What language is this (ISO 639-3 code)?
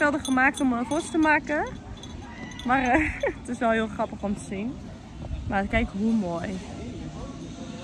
nld